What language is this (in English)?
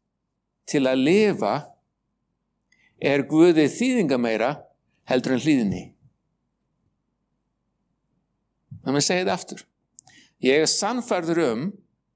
Icelandic